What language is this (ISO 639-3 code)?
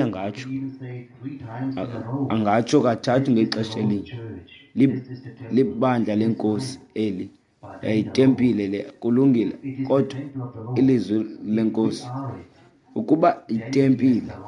xho